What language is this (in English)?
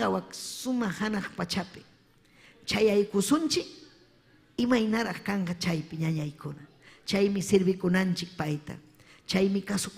Ayacucho Quechua